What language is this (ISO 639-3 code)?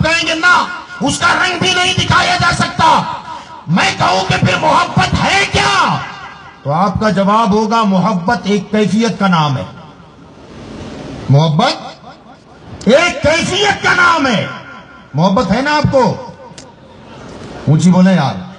urd